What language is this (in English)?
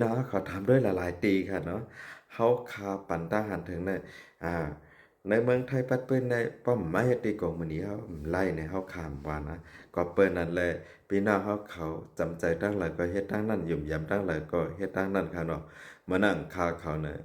Shan